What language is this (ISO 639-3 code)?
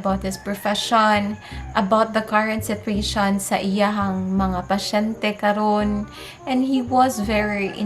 ceb